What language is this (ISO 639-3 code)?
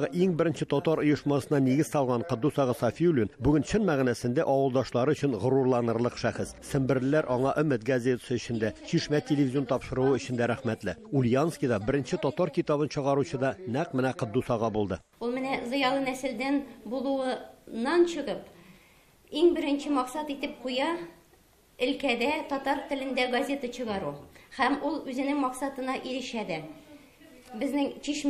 tat